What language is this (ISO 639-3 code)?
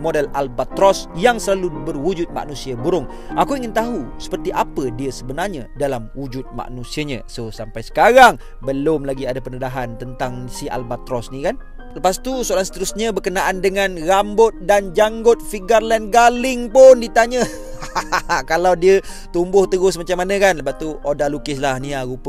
msa